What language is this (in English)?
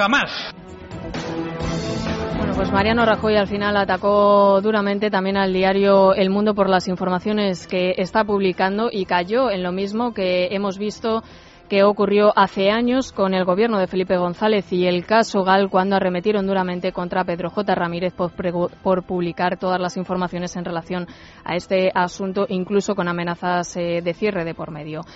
Spanish